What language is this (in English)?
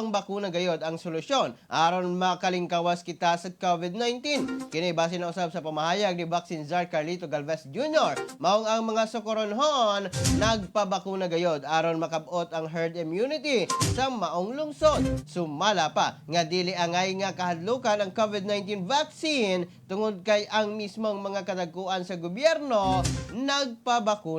Cebuano